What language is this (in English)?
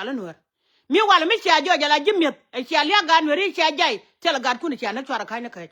Nuer